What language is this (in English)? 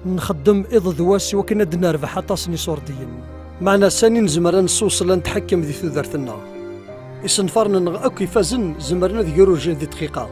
Kabyle